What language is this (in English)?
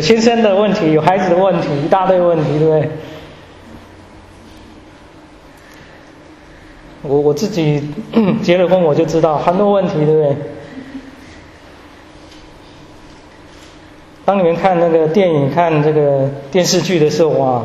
Chinese